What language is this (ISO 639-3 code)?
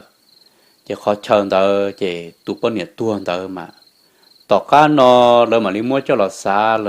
hmn